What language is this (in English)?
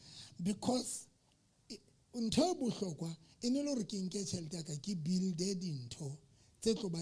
Southern Sotho